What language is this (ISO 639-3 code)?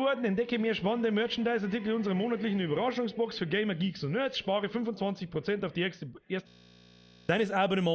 bar